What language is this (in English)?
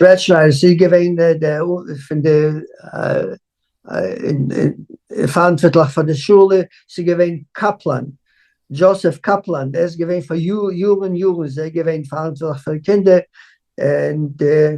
Yiddish